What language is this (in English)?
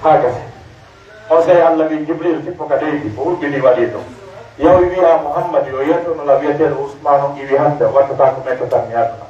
Pular